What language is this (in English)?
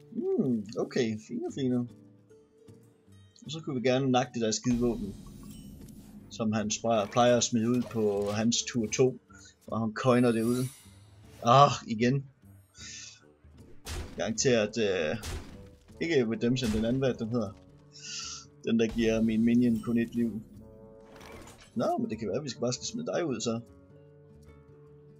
Danish